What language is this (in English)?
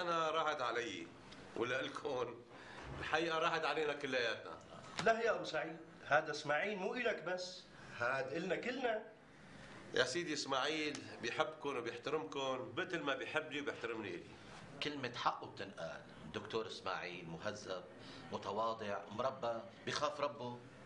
North Levantine Arabic